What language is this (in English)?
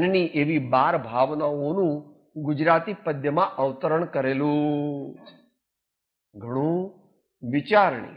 Gujarati